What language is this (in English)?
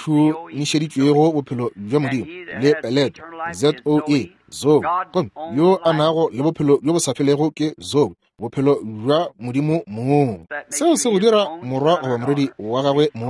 Northern Sotho